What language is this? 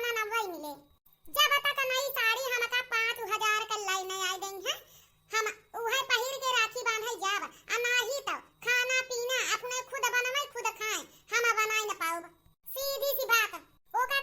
Awadhi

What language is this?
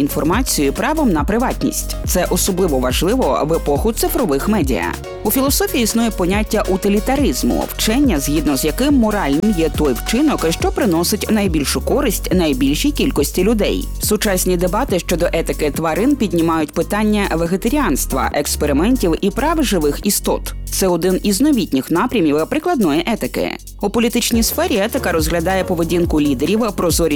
Ukrainian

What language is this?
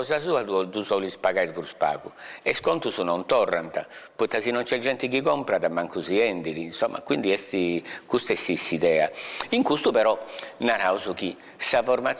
Sardinian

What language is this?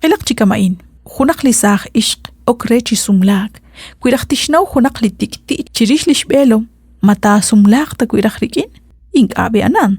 Kekchí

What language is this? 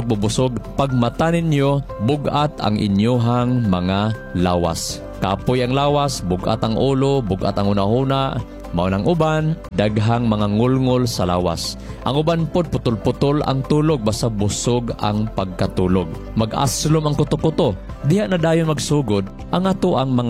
Cebuano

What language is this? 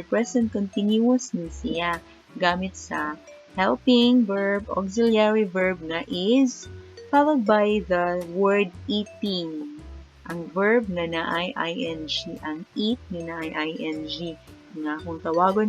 Cebuano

